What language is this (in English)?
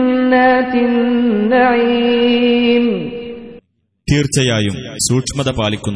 Malayalam